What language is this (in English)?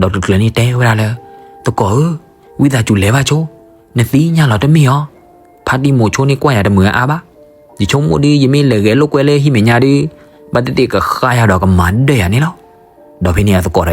S'gaw Karen